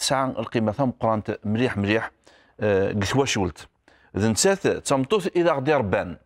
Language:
Kabyle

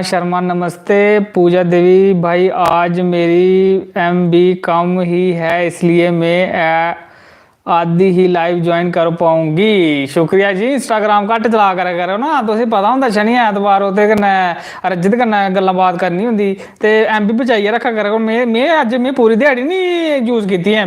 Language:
Dogri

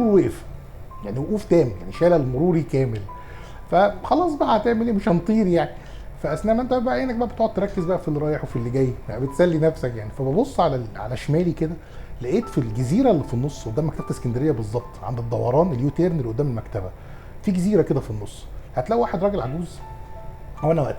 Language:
Egyptian Arabic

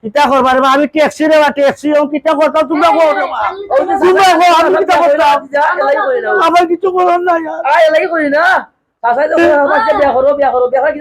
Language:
Sylheti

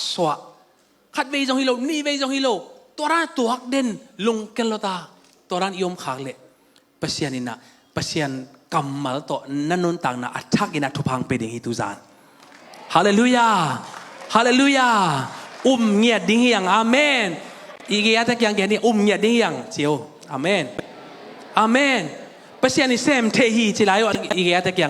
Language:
Tedim Chin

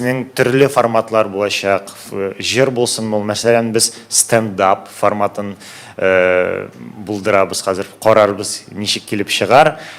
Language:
Tatar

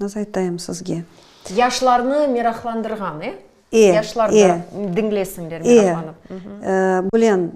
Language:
Crimean Tatar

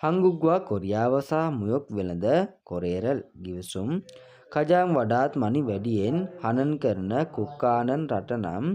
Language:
Sinhala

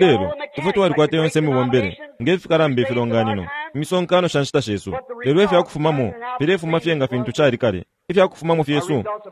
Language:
Bemba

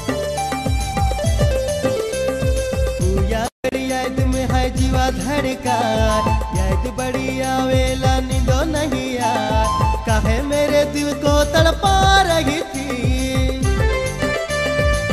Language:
Sadri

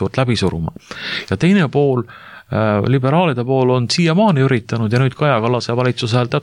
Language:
Estonian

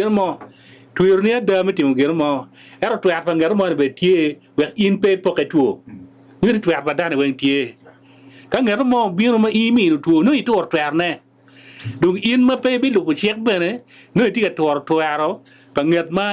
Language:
Acoli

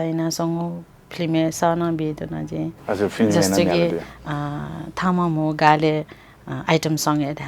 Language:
Newari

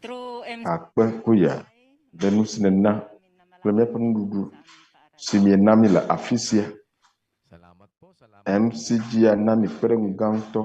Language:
Ewe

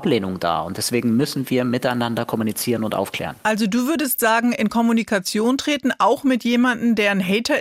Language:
German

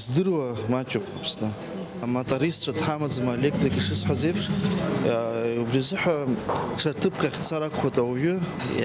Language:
Abkhazian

